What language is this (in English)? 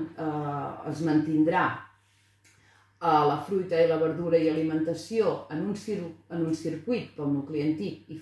Catalan